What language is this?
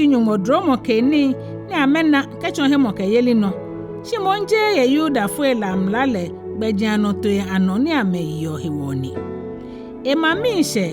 Ga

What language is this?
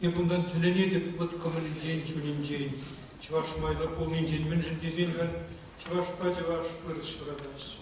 Chuvash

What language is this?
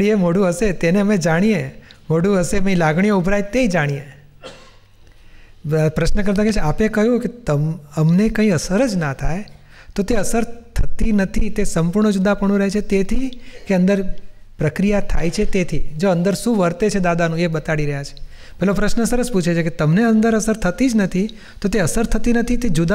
Gujarati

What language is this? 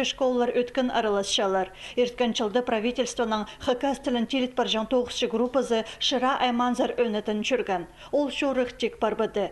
Khakas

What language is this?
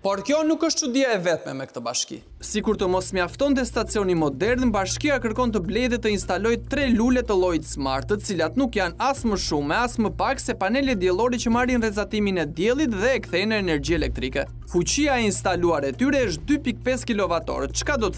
Albanian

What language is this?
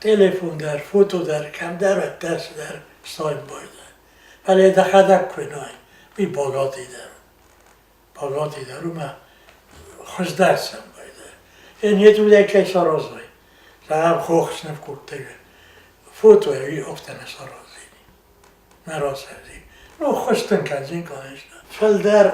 Ossetic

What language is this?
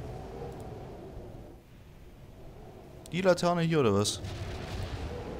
German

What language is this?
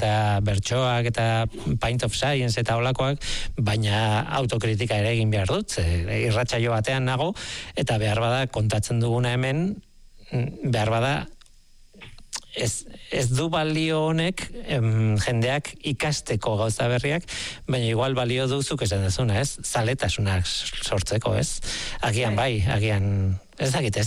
Basque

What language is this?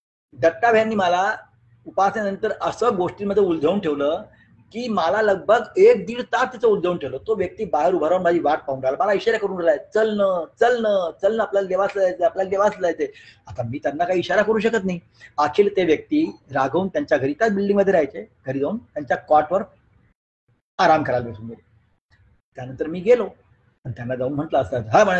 Marathi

